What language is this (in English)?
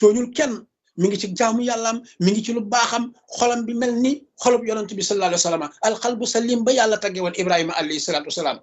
Wolof